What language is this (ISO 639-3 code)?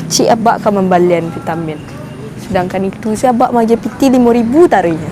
min